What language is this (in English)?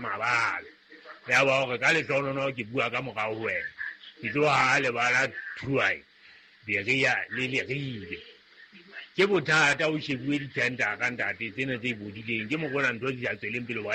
Southern Sotho